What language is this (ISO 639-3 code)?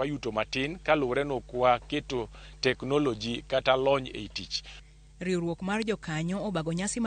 luo